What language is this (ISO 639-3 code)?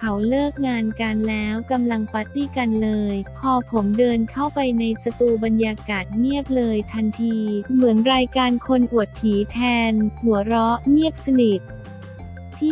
tha